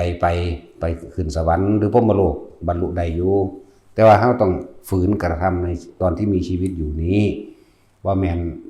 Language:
Northeastern Thai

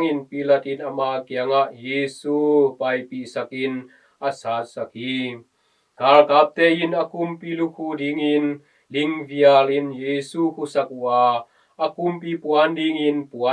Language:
Tedim Chin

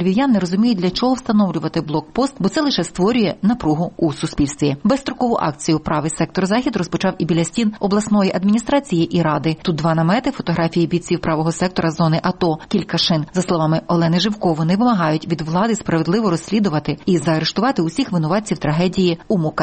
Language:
Ukrainian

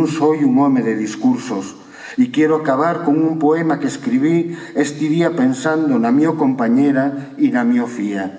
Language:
Asturian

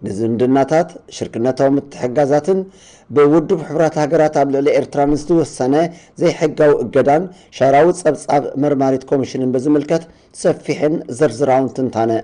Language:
Tigrinya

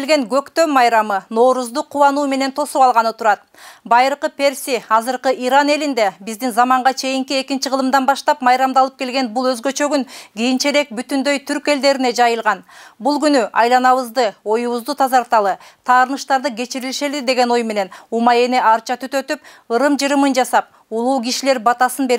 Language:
Kyrgyz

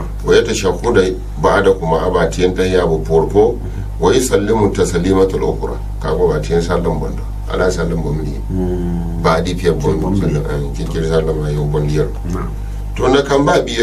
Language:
Gourmanchéma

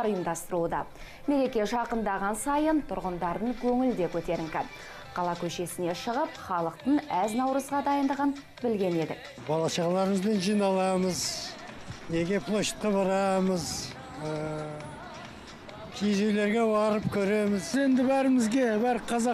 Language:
Kazakh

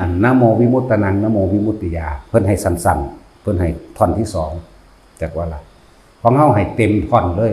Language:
Northeastern Thai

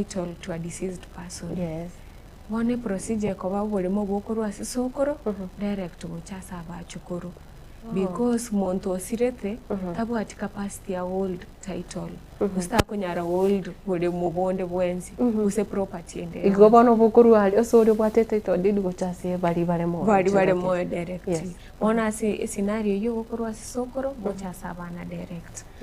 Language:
Gusii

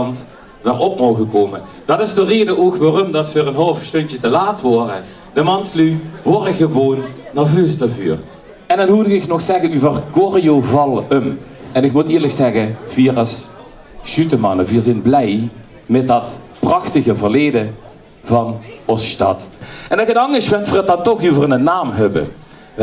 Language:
Limburgish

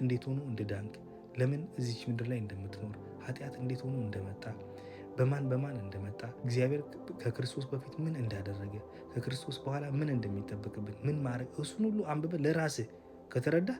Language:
Amharic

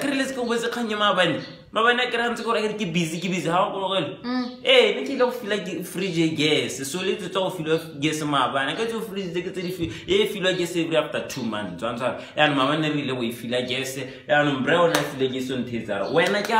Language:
Tswana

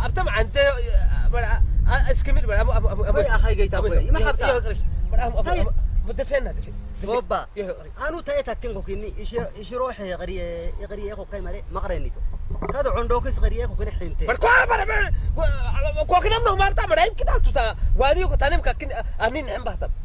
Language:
Saho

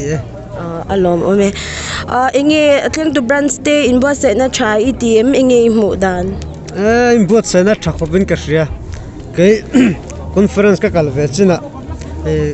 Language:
Mizo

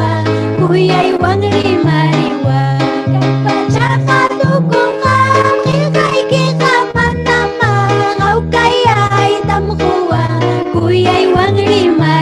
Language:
Ayacucho Quechua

